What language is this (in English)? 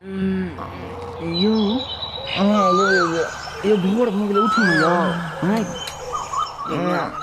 Maithili